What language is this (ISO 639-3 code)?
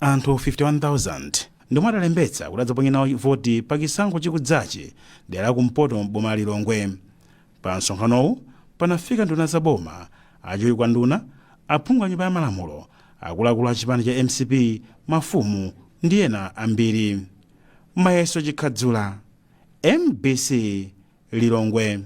nya